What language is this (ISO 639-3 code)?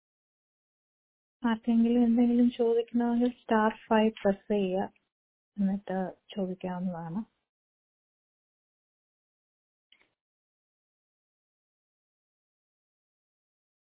mal